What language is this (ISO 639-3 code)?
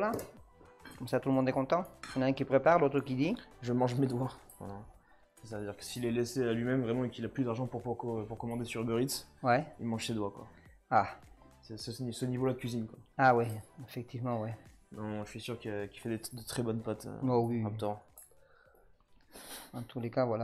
fra